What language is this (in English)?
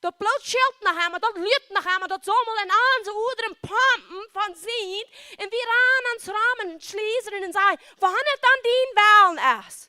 Plautdietsch